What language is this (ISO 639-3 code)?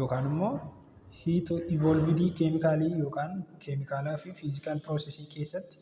orm